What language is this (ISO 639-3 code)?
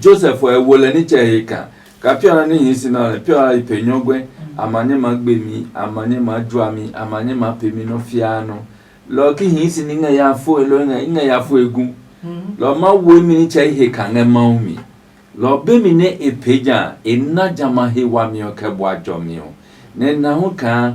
ada